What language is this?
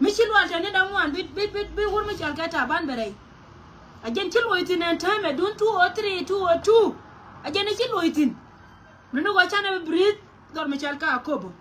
Nuer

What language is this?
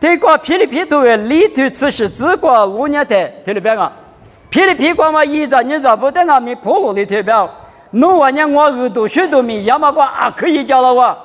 Lisu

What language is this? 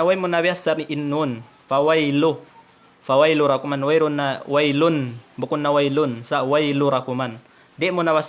Tausug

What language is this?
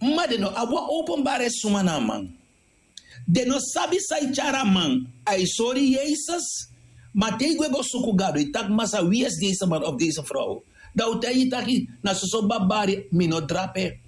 Sranan Tongo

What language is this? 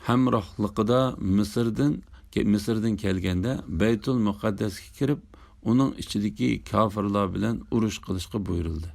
Uyghur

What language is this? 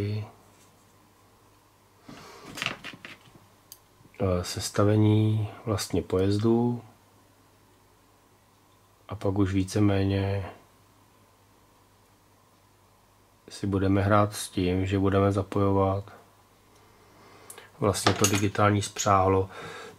Czech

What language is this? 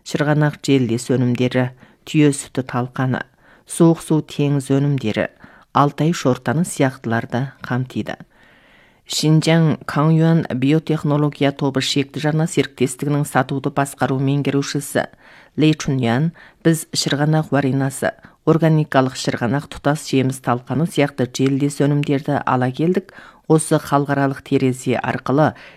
Kazakh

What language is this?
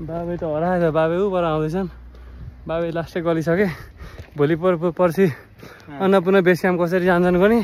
Nepali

